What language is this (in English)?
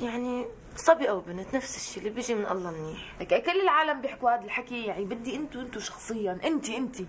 North Levantine Arabic